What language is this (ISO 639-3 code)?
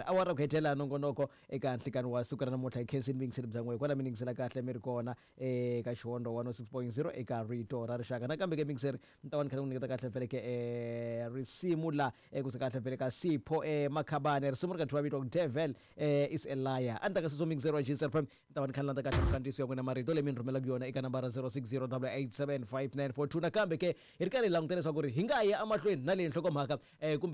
tso